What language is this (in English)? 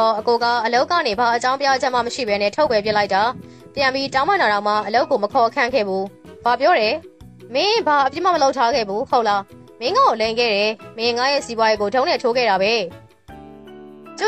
Burmese